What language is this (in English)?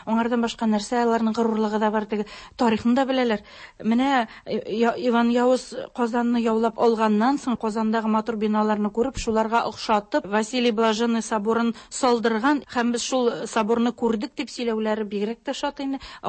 Tatar